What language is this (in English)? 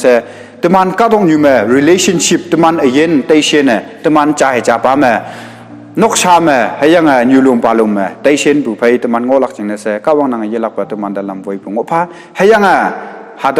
Konyak Naga